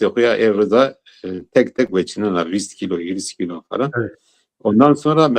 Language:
Zaza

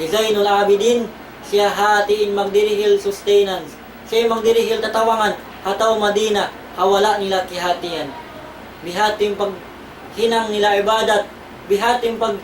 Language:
Tausug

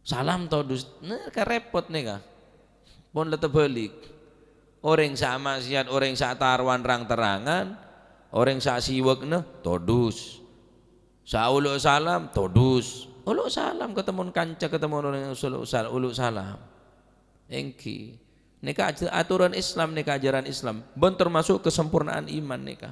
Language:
Madurese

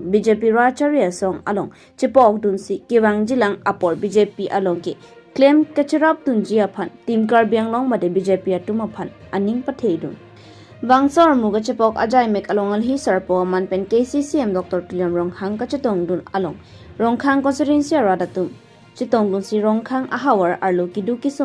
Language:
Karbi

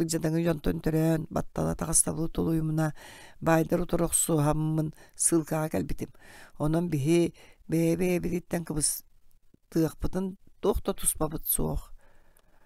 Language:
Yakut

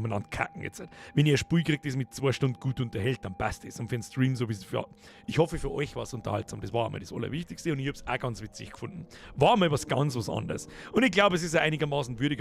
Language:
Bavarian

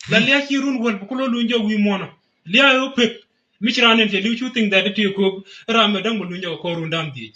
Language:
Nuer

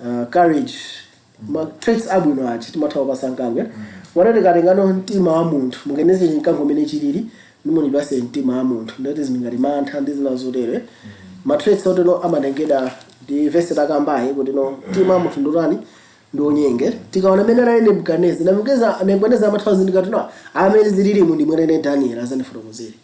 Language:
Nyanja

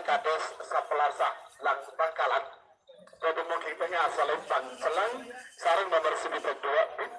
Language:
Madurese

